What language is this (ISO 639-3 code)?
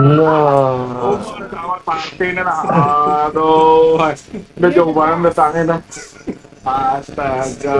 bjn